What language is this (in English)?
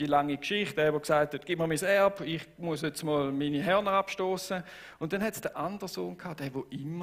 Swiss German